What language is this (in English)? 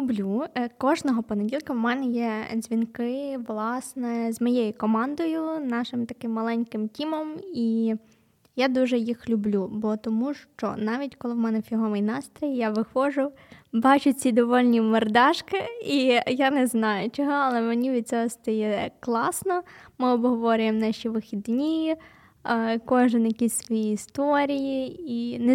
Ukrainian